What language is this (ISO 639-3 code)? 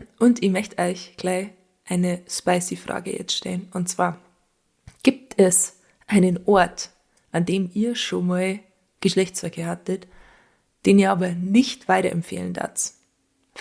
bar